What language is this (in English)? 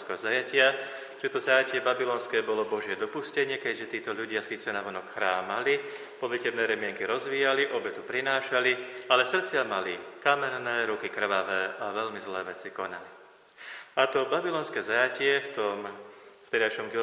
Slovak